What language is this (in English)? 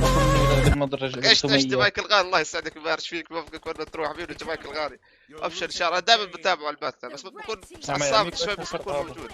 North Levantine Arabic